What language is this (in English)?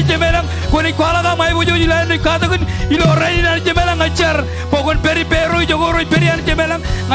Marshallese